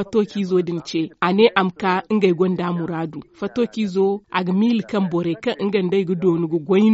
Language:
Zarma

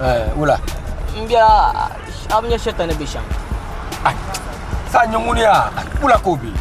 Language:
Dagbani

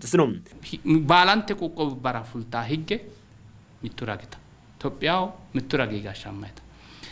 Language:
Sidamo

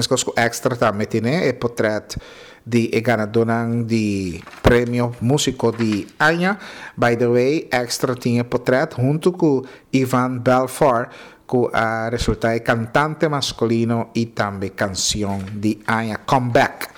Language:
Papiamento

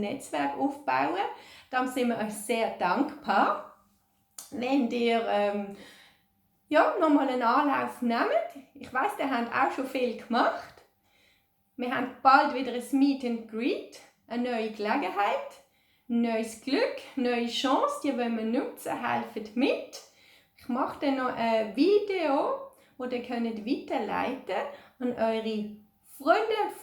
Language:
Swiss German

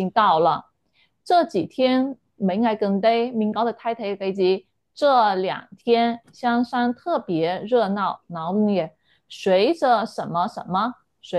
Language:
Chinese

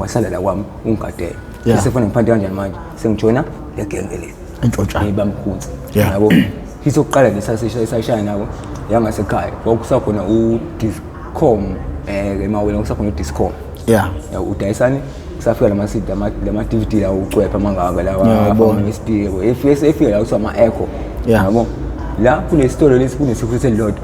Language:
Zulu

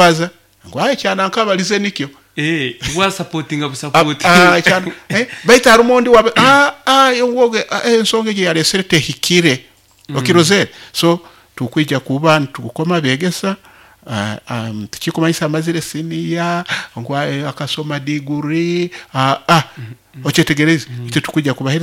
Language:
Nyoro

